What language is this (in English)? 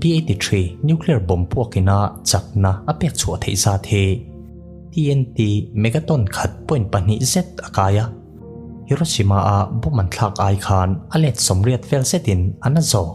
Mizo